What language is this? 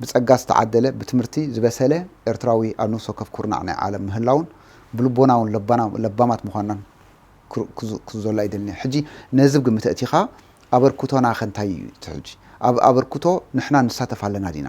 Tigrinya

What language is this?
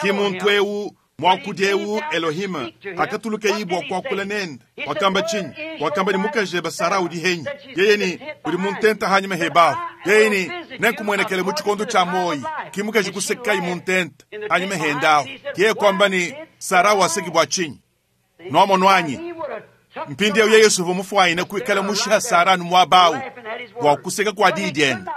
Luba-Lulua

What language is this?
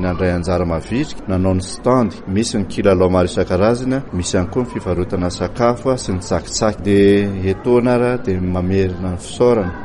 Malagasy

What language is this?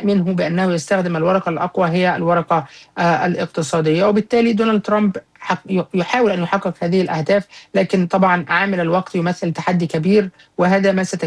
Arabic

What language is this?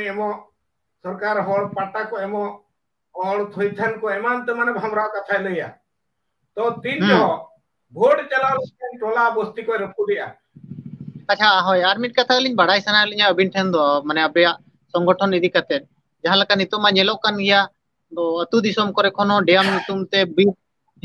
Santali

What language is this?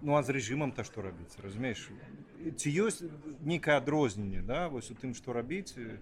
Belarusian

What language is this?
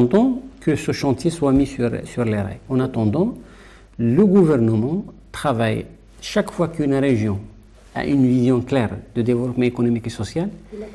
French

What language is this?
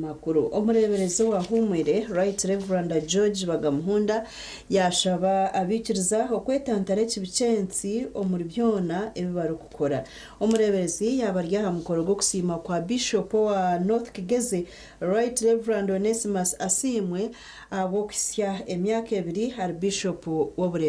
Nyankole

